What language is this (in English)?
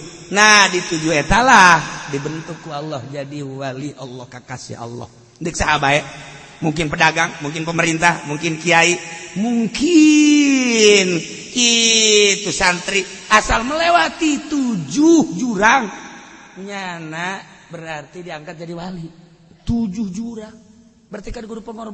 Sundanese